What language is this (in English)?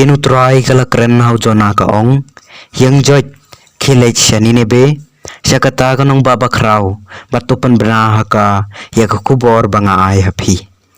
Khasi